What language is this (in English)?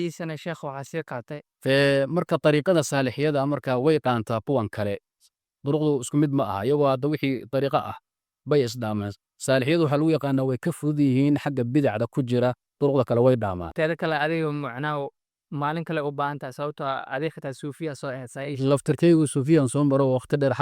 Somali